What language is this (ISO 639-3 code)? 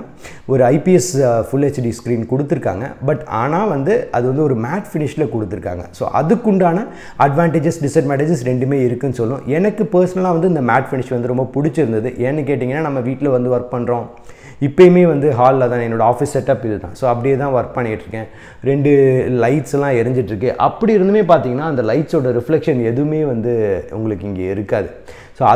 tam